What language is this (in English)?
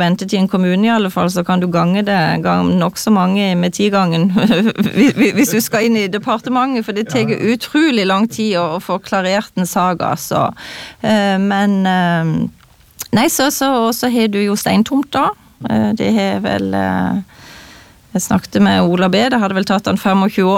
Norwegian